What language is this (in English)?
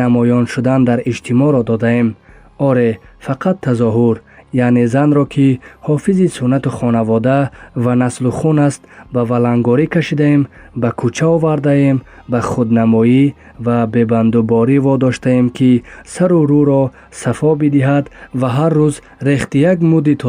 Tajik